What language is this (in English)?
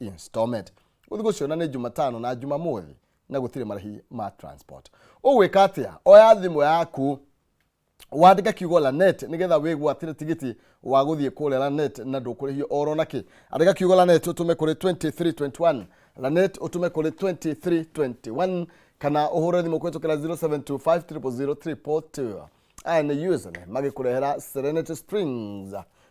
Kikuyu